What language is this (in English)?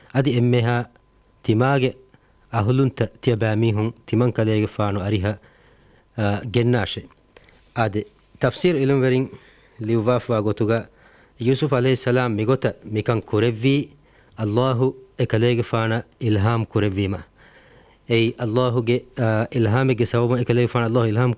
Divehi